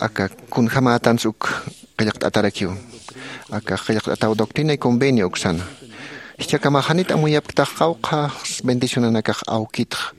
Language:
Aymara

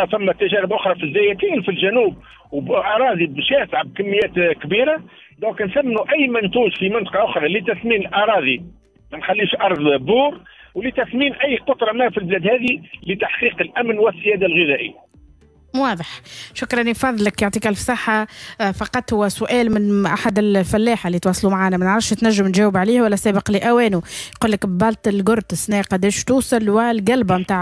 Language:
Tunisian Arabic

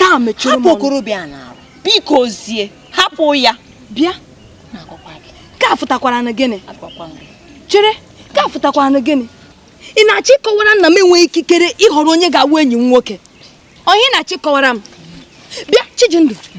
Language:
Igbo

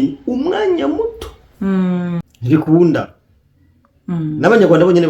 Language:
Rundi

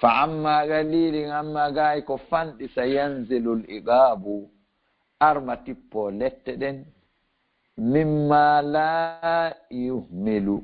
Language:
Fula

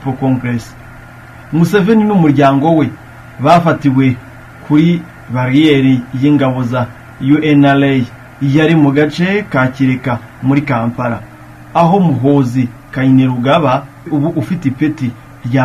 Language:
Kinyarwanda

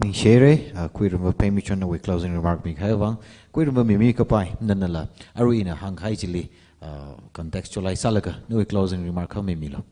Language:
Tangkhul Naga (India)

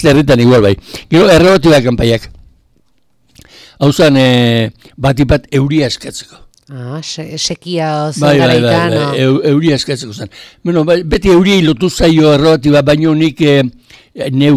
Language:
Basque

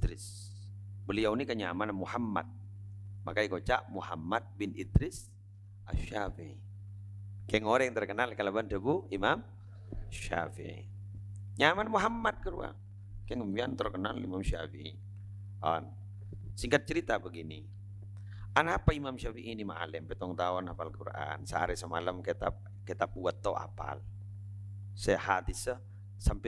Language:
Madurese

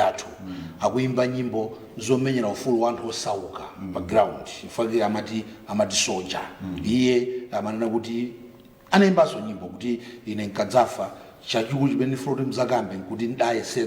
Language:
Nyanja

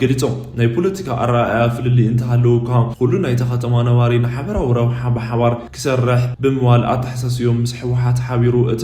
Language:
Tigrinya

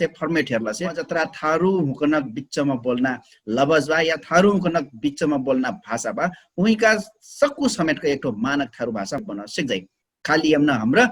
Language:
Dangaura Tharu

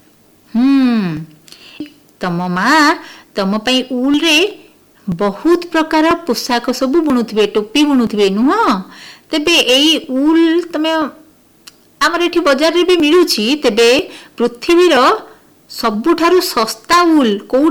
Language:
Odia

